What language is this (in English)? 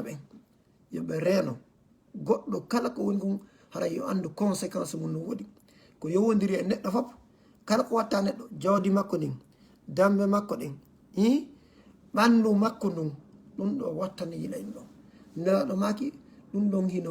Fula